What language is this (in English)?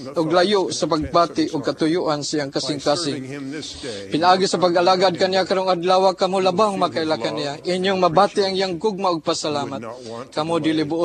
Cebuano